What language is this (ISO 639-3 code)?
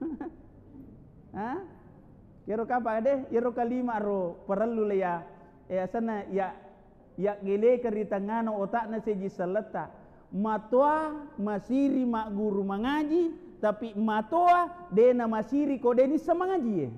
bug